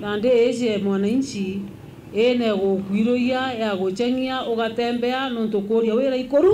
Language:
Meru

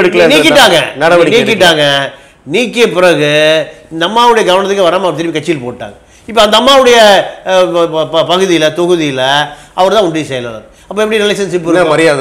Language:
Tamil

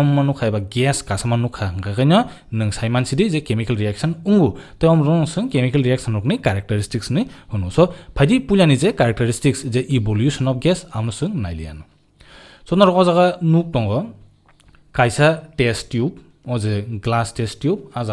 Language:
Kok Borok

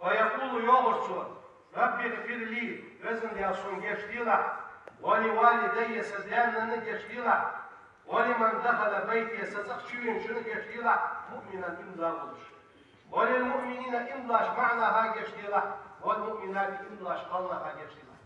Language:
Ingush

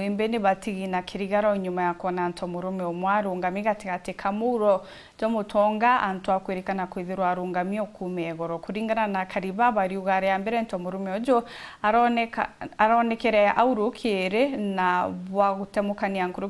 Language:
Meru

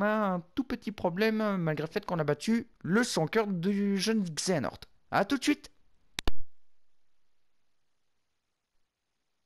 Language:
French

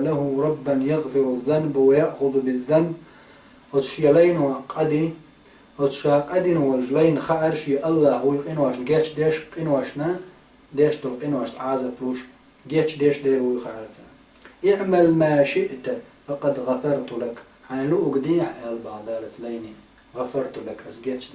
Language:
Chechen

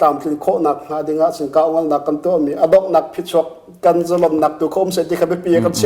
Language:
Hakha Chin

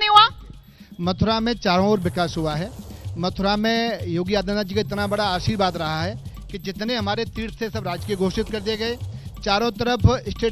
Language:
Hindi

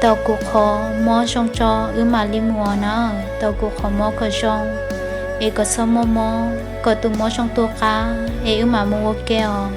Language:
Hmong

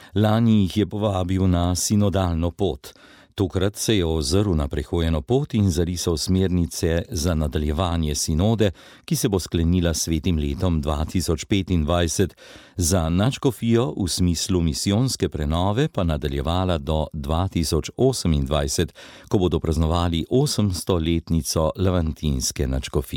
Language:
Slovenian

